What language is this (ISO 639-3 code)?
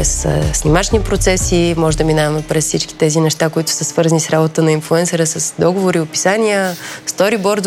bul